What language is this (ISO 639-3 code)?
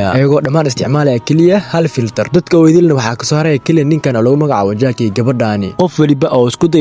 som